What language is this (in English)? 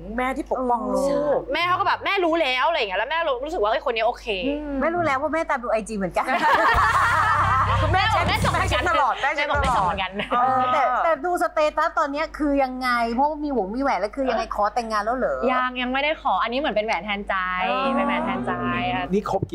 Thai